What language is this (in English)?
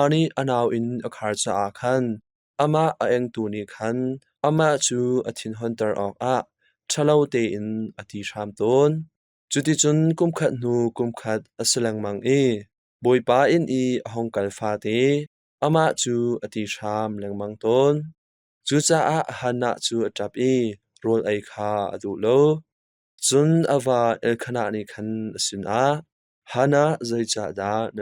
Hakha Chin